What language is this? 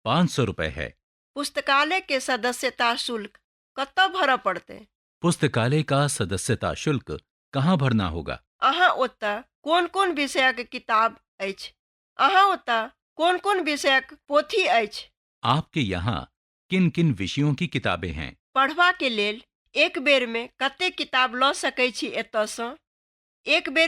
Maithili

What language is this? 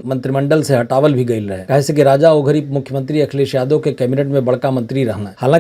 Bhojpuri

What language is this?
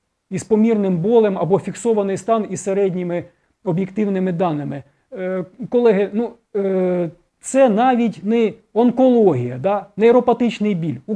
Ukrainian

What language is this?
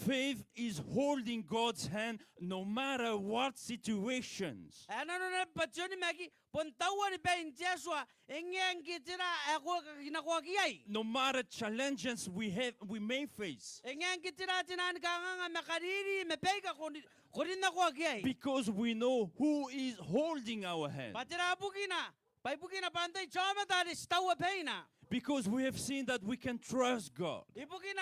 Gilbertese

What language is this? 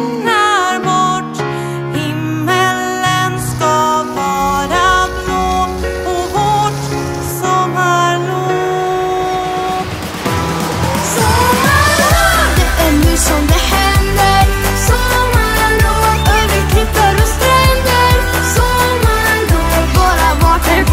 Swedish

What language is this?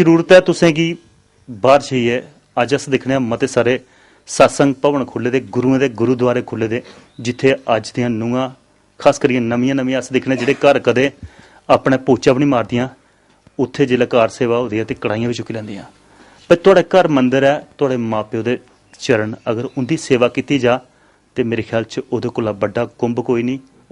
Dogri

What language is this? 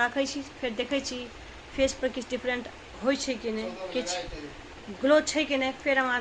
Maithili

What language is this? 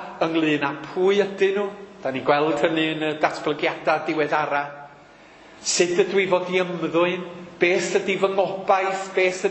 Welsh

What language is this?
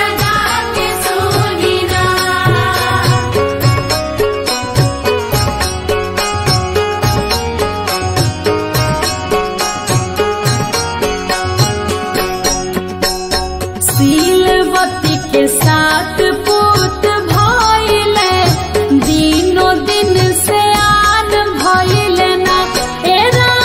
Bhojpuri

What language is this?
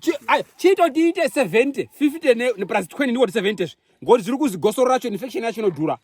Shona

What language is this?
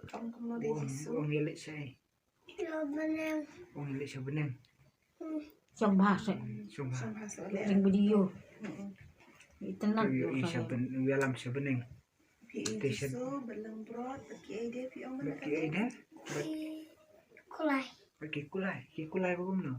Khasi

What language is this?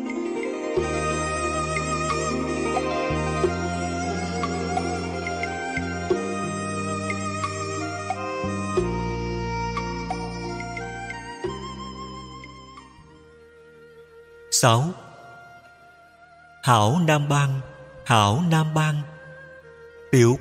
Vietnamese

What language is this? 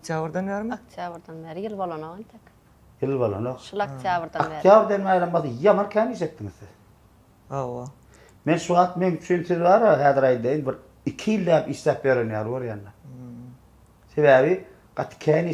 Turkmen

